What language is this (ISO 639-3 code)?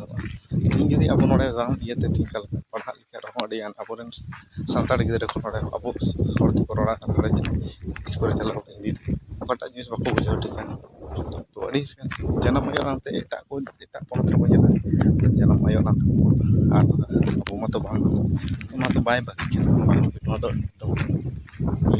sat